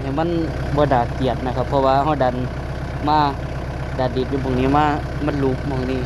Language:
Northeastern Thai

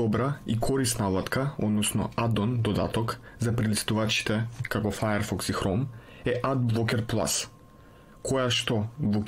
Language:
Macedonian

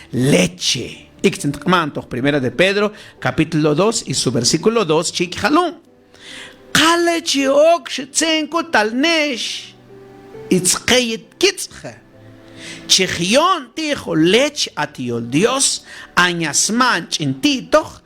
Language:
Mam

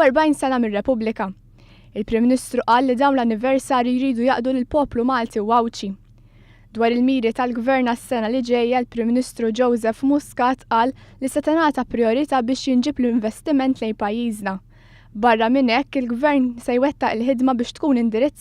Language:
Maltese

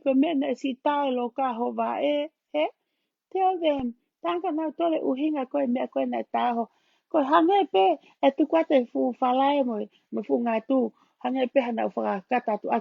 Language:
Tongan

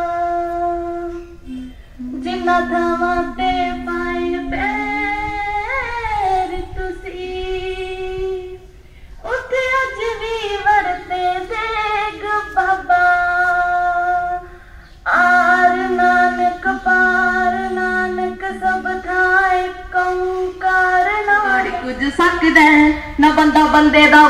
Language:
Punjabi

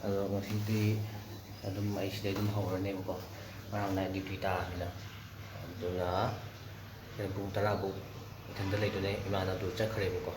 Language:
Manipuri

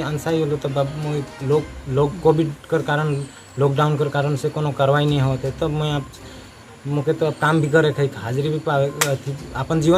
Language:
Sadri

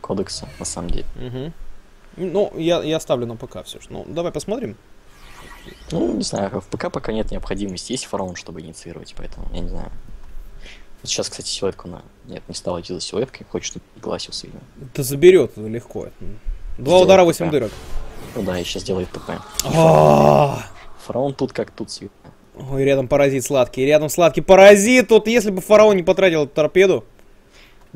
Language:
Russian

